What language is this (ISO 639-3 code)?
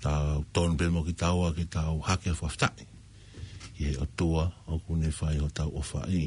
ton